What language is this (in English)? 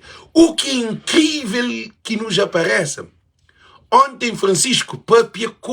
Kabuverdianu